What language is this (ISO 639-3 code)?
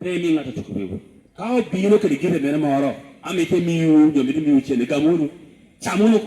laj